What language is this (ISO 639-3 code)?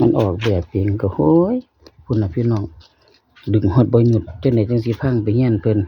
tts